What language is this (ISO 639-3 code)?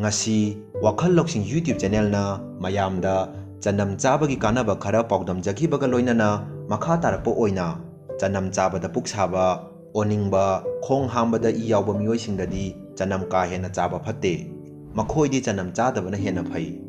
mni